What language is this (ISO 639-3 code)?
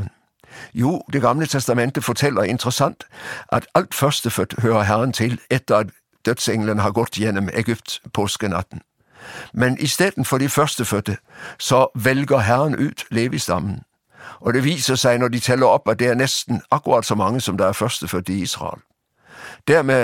nor